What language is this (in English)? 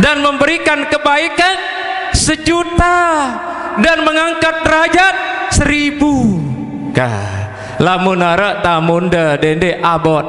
Sasak